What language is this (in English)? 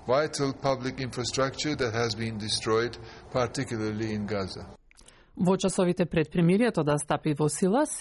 Macedonian